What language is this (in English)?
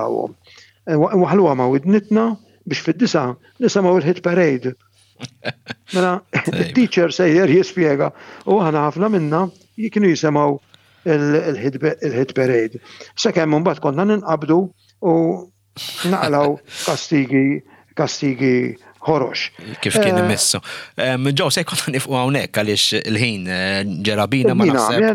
Maltese